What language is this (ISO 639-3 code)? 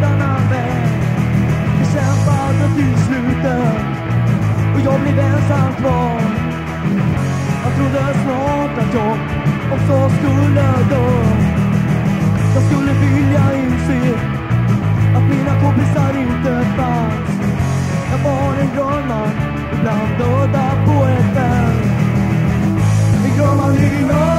swe